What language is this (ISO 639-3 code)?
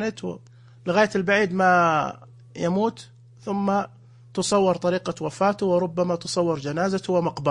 ars